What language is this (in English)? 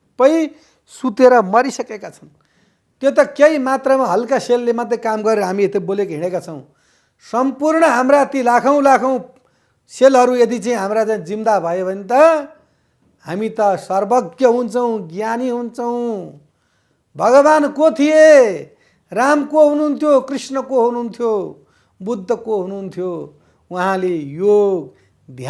Nepali